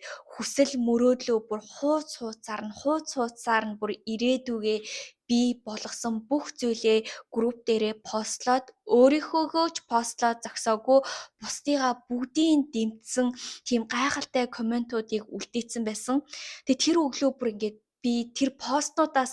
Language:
Mongolian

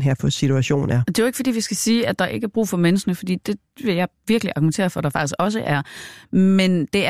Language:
Danish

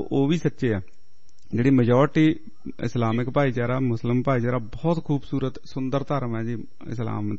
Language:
Punjabi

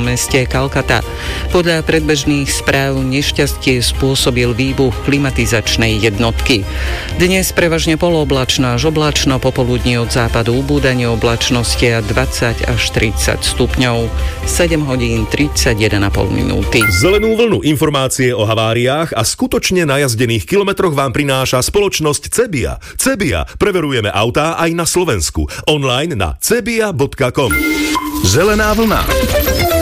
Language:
Slovak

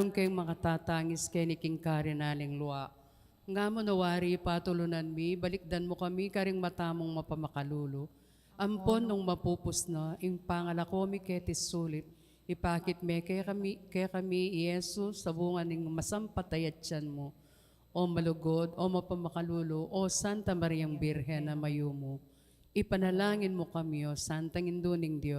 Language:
Pampanga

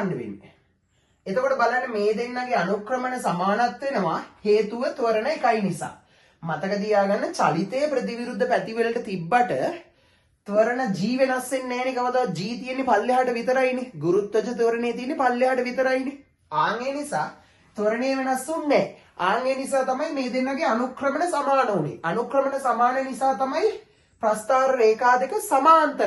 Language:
Sinhala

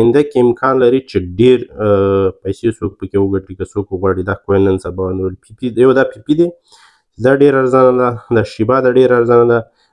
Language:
Pashto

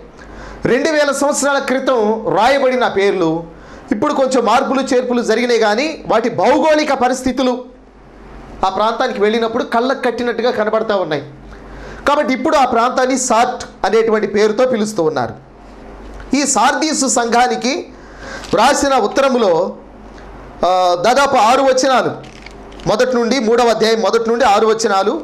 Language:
Telugu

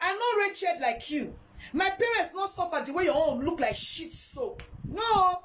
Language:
Nigerian Pidgin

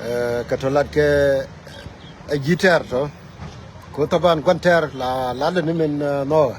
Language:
Nuer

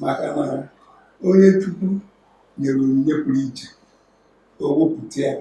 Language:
Igbo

